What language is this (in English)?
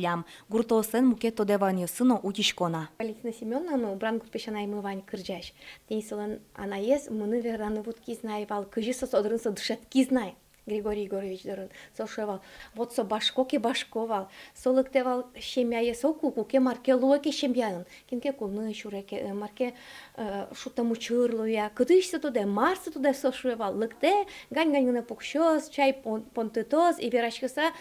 Udmurt